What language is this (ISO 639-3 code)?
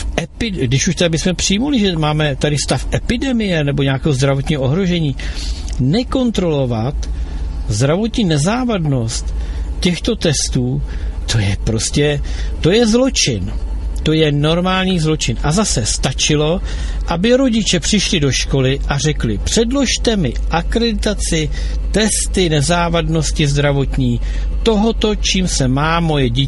ces